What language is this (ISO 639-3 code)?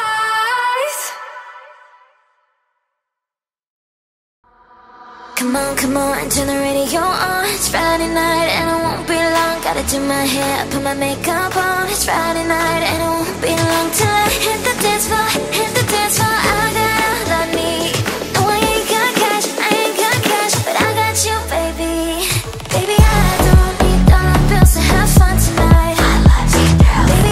eng